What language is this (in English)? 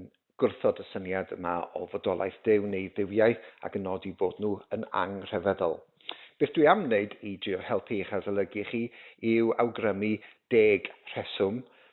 Welsh